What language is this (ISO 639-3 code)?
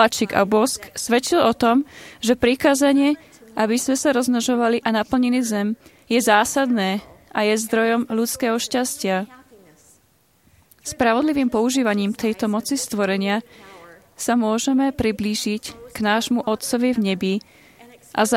slk